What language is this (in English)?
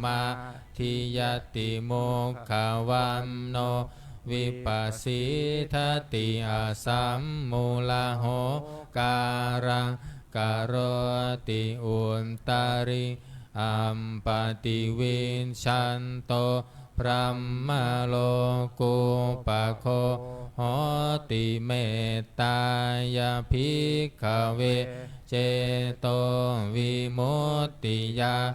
Pali